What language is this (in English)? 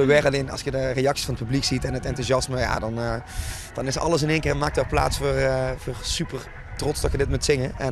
Limburgish